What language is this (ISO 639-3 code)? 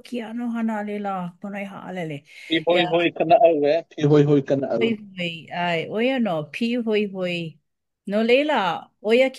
haw